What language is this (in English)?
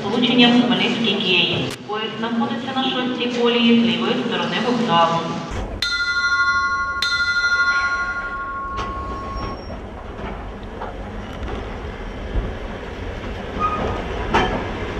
Ukrainian